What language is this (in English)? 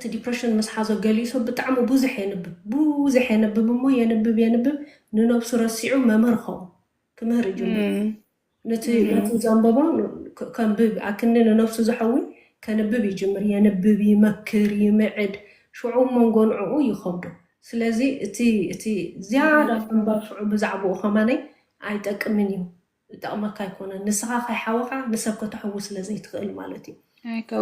Tigrinya